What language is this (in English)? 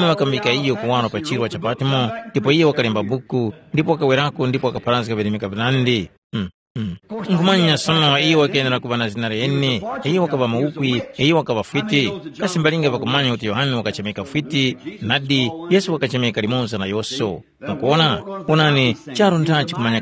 Tumbuka